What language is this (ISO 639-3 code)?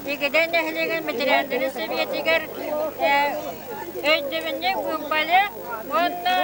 sah